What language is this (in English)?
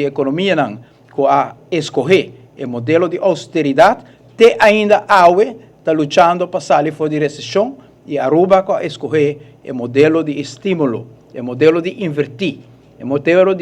Papiamento